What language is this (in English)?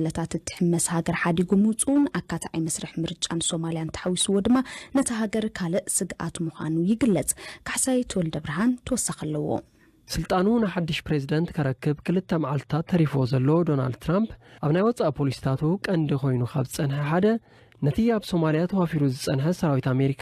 Tigrinya